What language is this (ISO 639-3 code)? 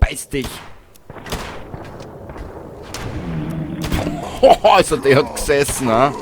bar